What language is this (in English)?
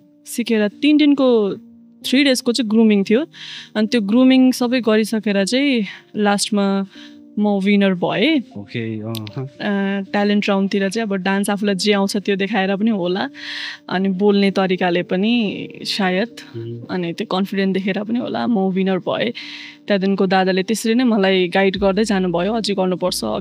Nepali